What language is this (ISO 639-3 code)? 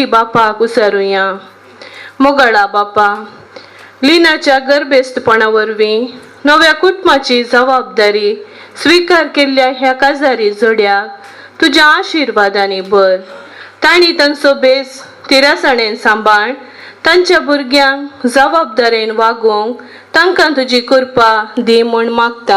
kok